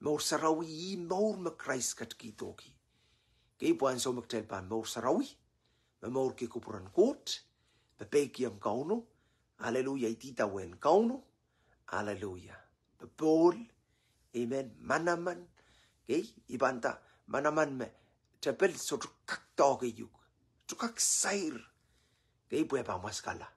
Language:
Pohnpeian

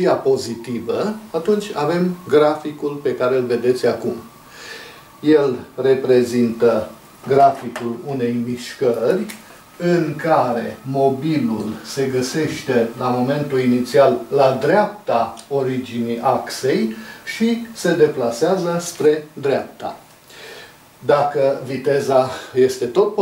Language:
Romanian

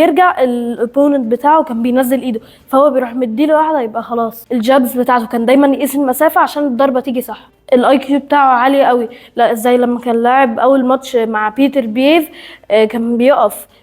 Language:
Egyptian Arabic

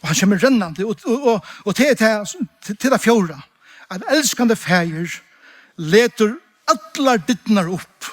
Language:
Faroese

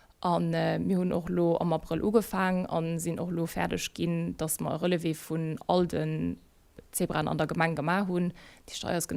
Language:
Luxembourgish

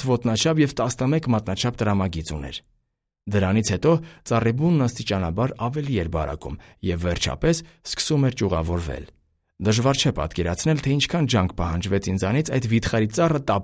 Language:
Armenian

